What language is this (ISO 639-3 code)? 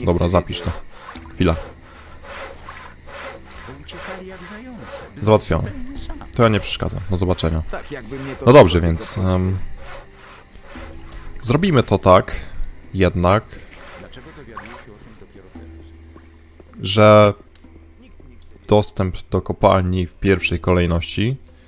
pol